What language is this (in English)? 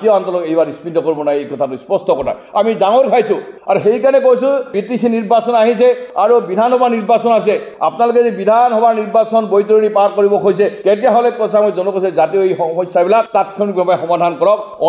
Assamese